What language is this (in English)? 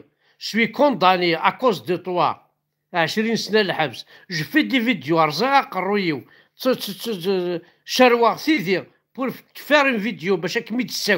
Kabyle